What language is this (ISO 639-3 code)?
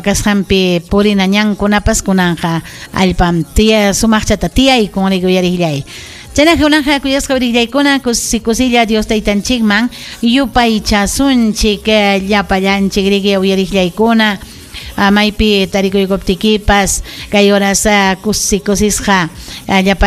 quy